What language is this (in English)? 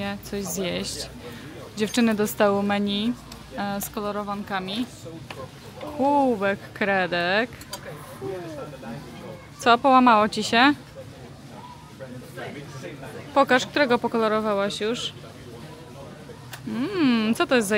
Polish